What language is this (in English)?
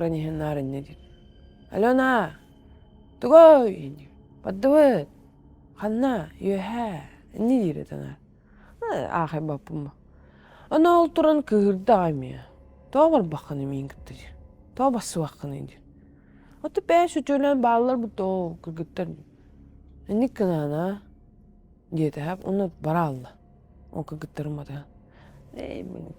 Yakut